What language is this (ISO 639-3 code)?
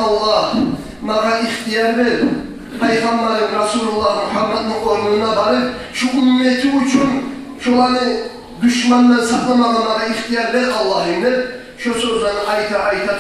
kum